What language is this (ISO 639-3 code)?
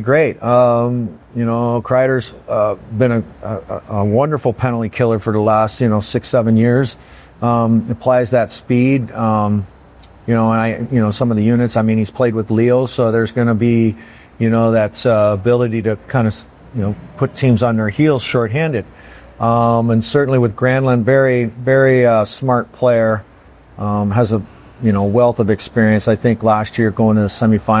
eng